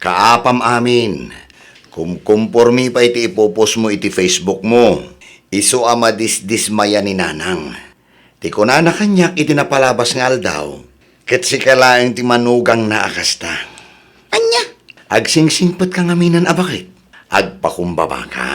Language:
Iloko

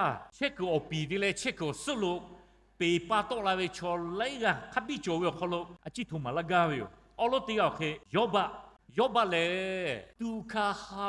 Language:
Lahu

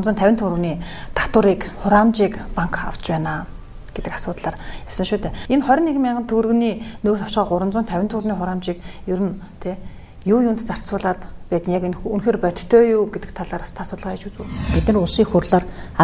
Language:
Mongolian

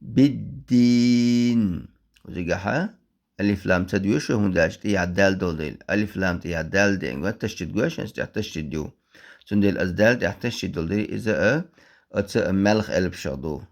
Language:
Chechen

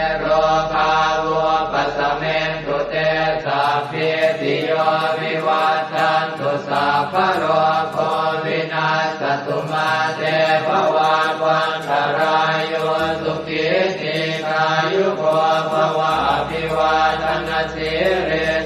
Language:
Pali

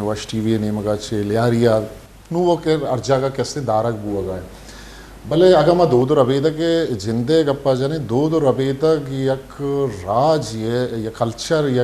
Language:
Baluchi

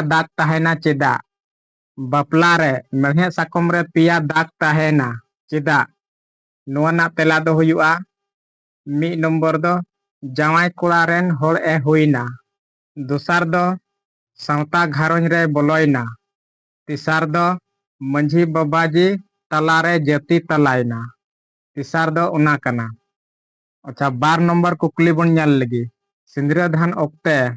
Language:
Santali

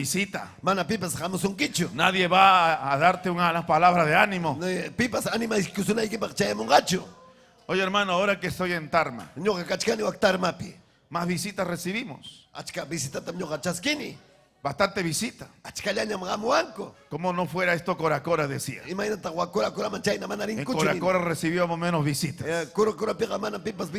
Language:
Ayacucho Quechua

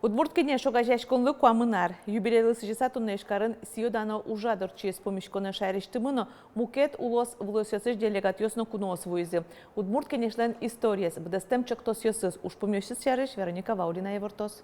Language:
Udmurt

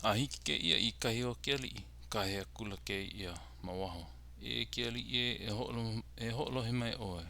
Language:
Hawaiian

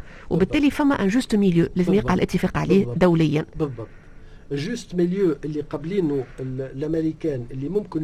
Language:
Tunisian Arabic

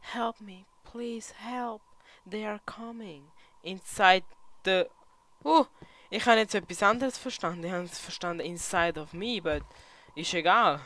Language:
Swiss German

